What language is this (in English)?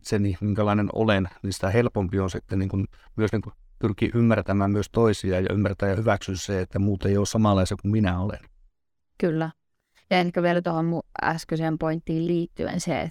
Finnish